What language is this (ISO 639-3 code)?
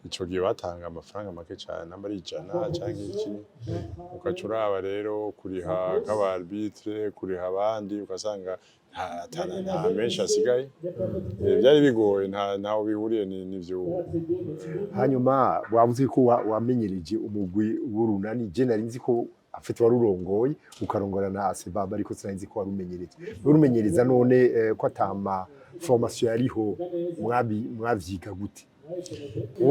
run